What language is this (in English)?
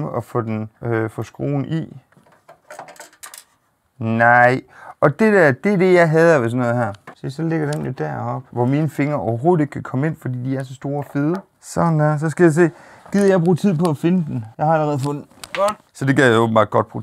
Danish